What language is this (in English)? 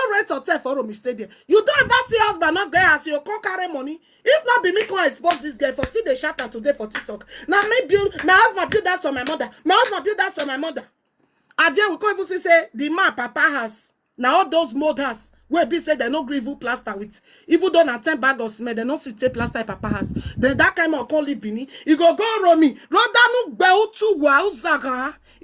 Nigerian Pidgin